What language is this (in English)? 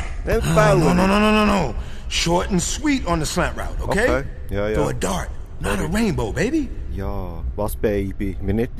Swiss German